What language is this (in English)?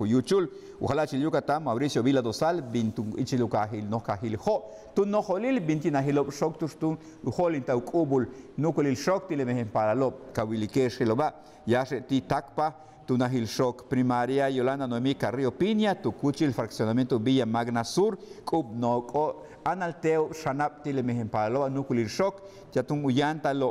Yucateco